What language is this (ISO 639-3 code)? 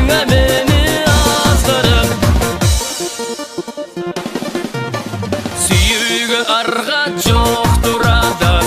kir